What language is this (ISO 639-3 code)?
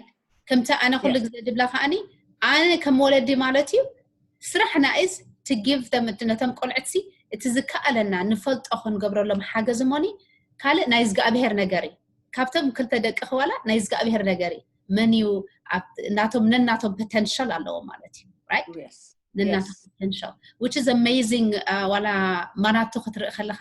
tir